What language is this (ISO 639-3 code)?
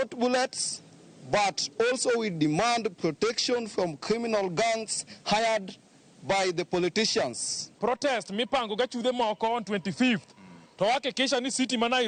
luo